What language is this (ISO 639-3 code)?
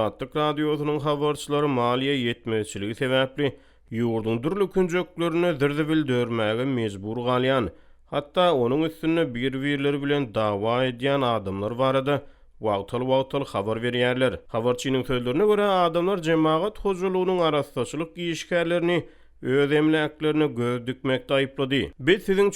tuk